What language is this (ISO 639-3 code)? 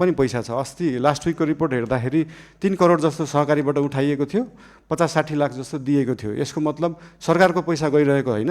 nep